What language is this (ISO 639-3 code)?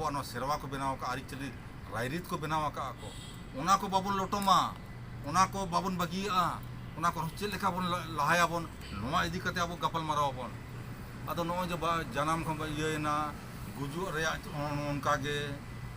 sat